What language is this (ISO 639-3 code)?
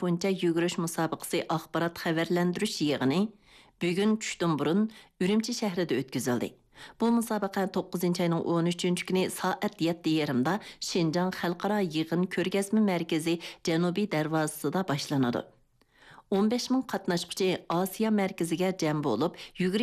uig